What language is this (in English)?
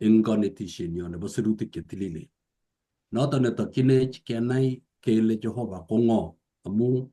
Kalenjin